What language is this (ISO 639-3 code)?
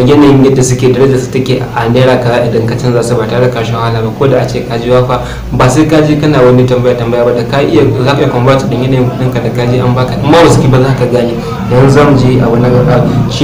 hau